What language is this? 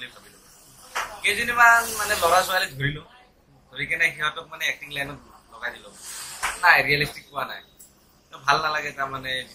Assamese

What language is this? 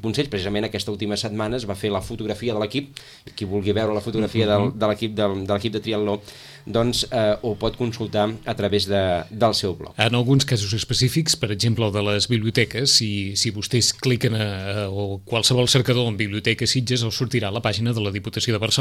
Catalan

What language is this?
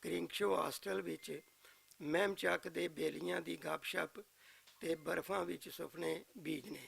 Western Panjabi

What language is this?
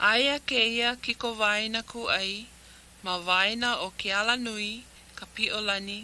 Hawaiian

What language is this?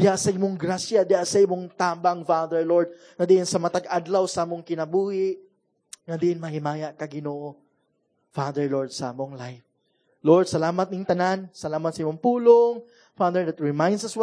Cebuano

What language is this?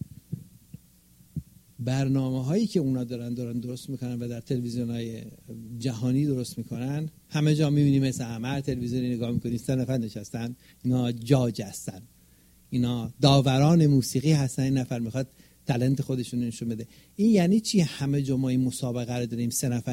Persian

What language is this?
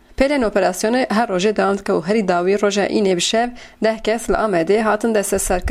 Kurdish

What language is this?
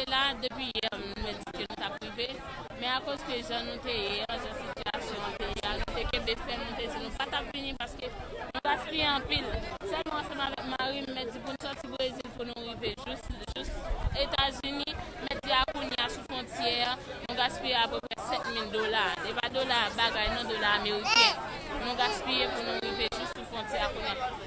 Haitian Creole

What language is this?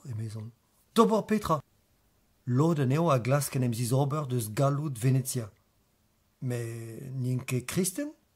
Breton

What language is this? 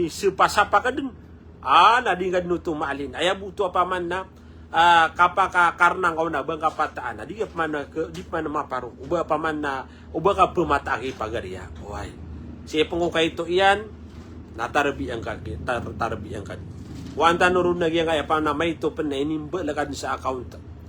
Maranao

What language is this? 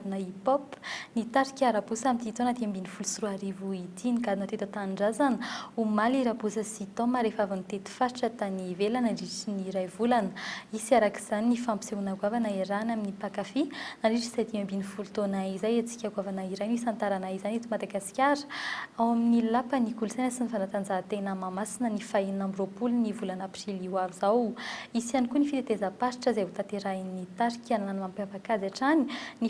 Malagasy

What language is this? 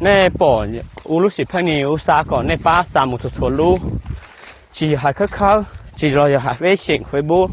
Hmong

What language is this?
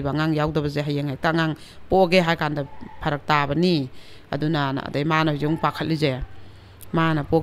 Manipuri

